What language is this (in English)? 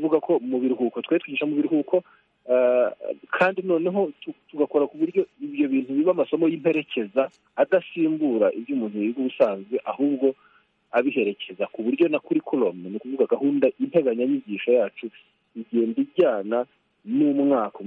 Kinyarwanda